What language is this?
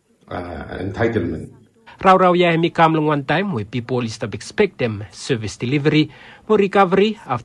Bislama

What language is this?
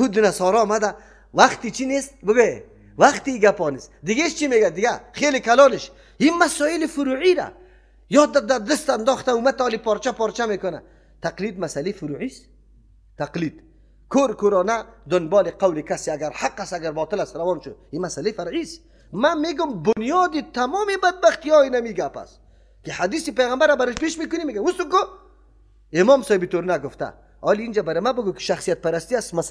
Persian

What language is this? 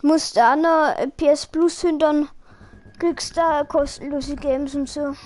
Bavarian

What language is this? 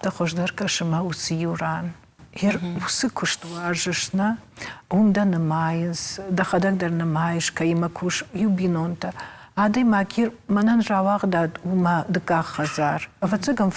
Ossetic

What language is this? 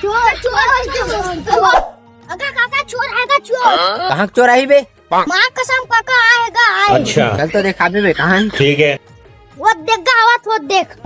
Chhattisgarhi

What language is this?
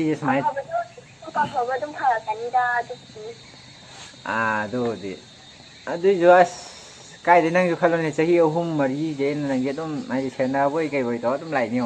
Manipuri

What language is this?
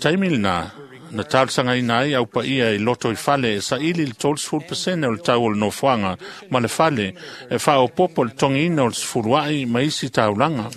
Samoan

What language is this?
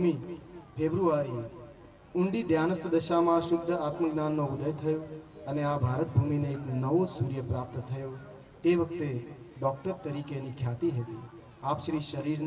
Gujarati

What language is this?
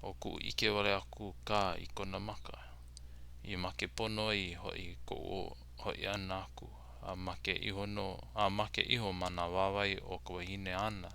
Hawaiian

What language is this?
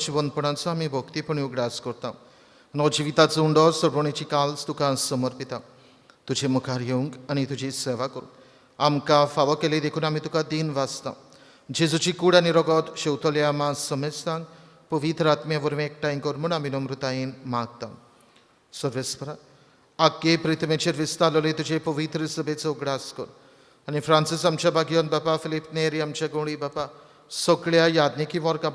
Konkani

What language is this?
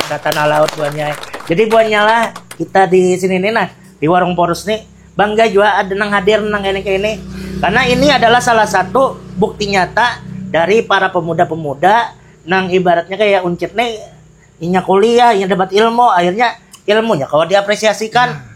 Banjar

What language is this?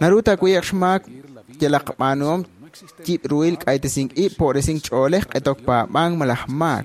Kekchí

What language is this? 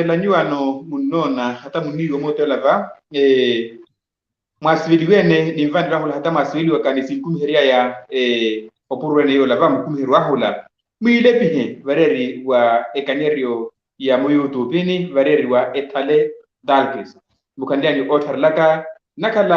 Makhuwa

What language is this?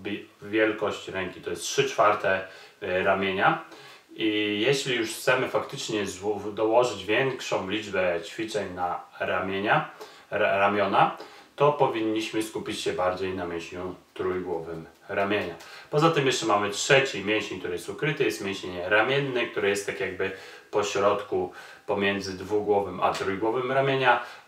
Polish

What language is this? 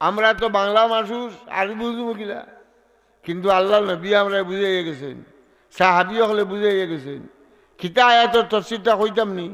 Sylheti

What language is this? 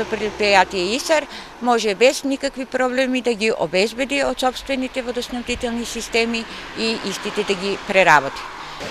Macedonian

